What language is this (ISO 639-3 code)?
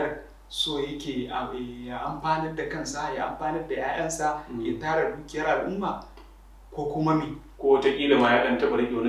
hau